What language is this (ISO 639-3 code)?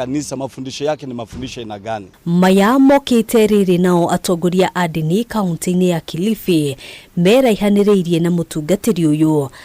kik